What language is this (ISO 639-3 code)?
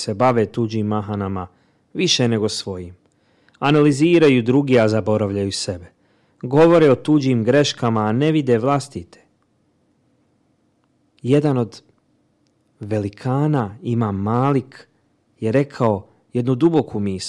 bos